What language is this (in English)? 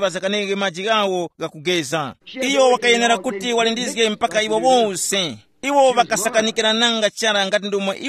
Tumbuka